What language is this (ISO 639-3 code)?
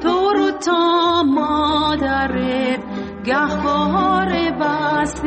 fas